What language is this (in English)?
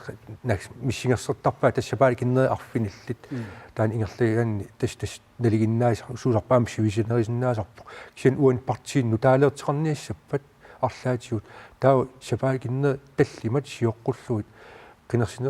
Kalaallisut